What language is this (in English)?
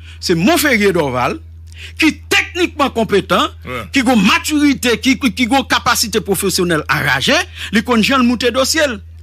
Haitian Creole